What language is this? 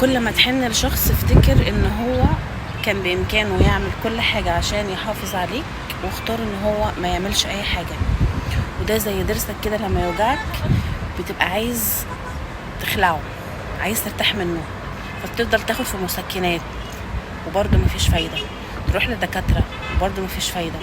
Egyptian Arabic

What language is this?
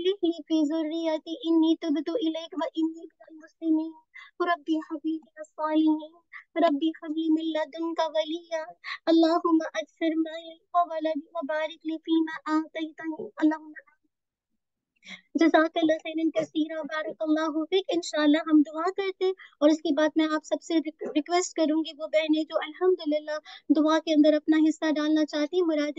Urdu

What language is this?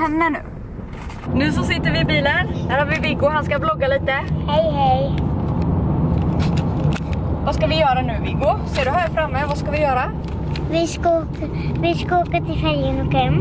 Swedish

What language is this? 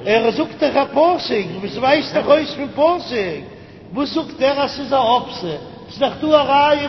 Yiddish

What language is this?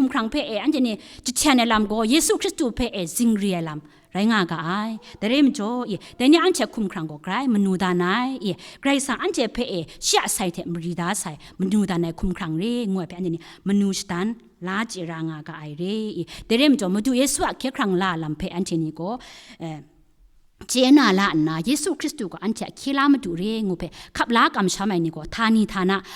Kachin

